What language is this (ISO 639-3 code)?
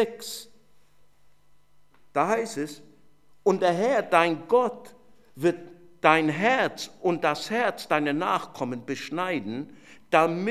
deu